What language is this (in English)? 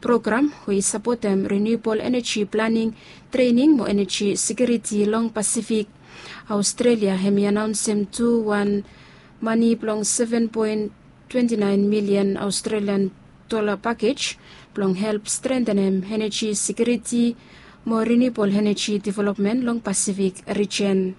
Bislama